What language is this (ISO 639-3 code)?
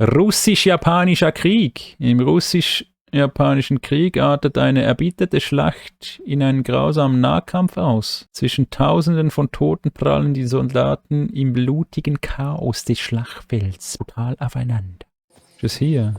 gsw